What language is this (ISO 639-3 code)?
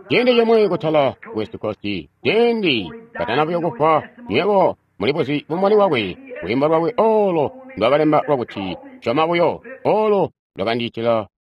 toi